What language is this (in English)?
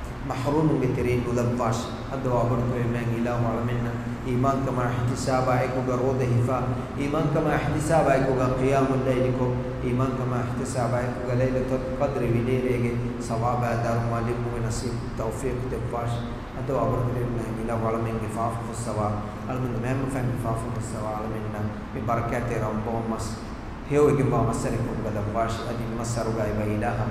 Divehi